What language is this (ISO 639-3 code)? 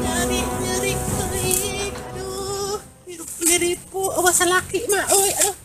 sun